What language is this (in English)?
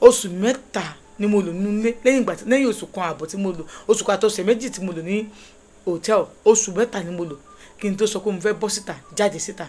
Yoruba